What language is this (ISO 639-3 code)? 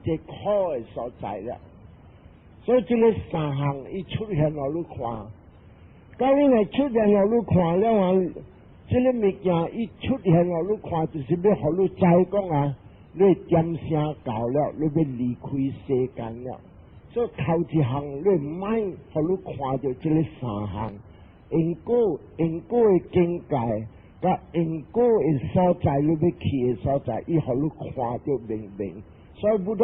nan